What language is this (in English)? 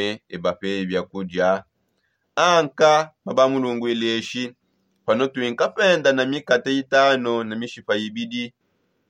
Songe